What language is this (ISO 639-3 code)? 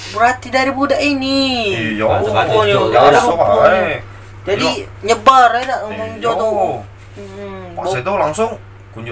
mui